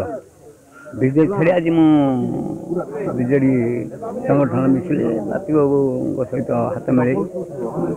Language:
Odia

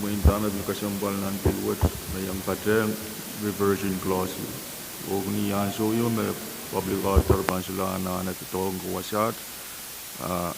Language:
Pohnpeian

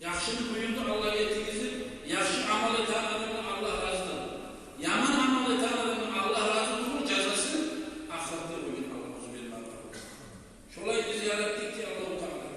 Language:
Kumyk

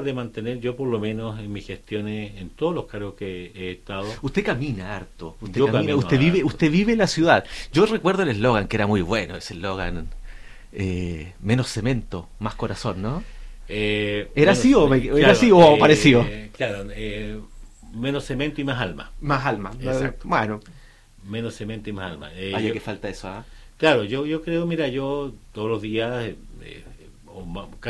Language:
Spanish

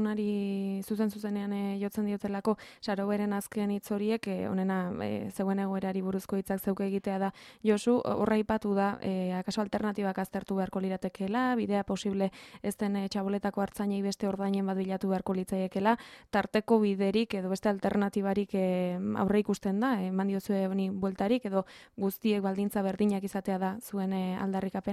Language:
Basque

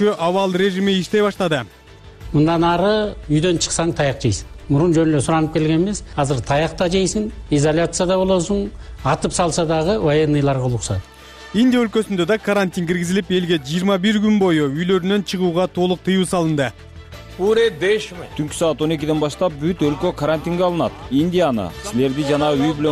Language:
Kyrgyz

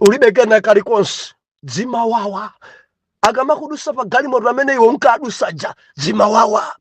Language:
Nyanja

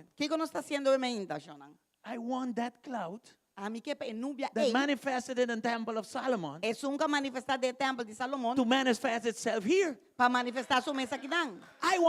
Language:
Papiamento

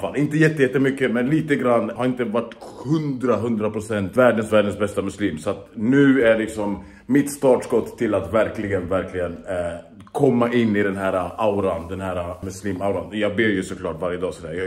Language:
Swedish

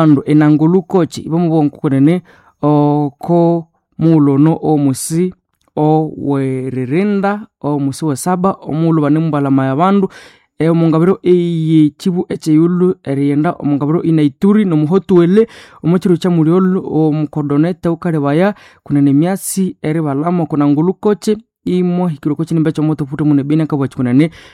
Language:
Nande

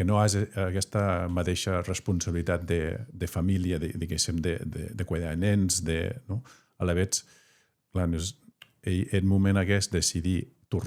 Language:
Occitan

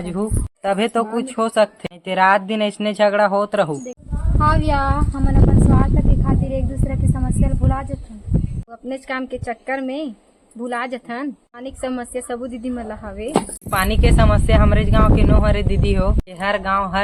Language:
Chhattisgarhi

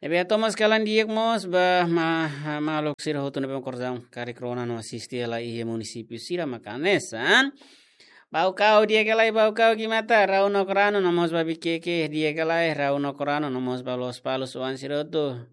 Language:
Tetum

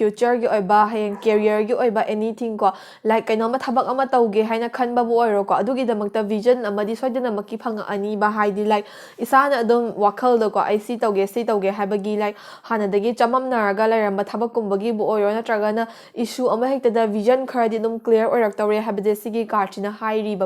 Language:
Manipuri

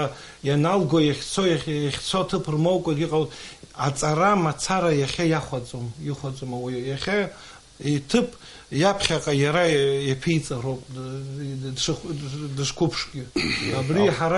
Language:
Abkhazian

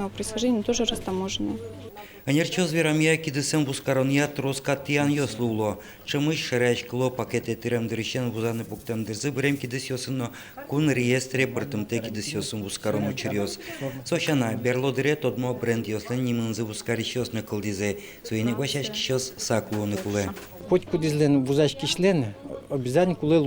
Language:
Udmurt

